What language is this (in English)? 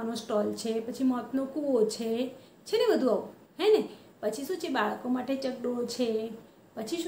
Gujarati